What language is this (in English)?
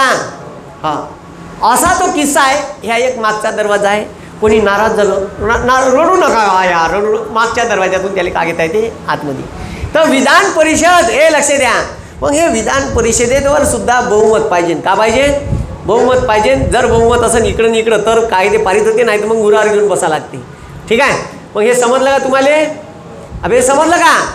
Marathi